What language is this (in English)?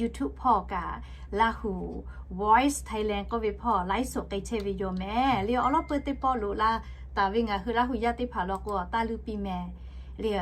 Lahu